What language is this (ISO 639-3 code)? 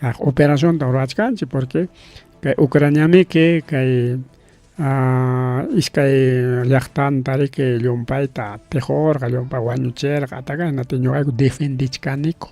quy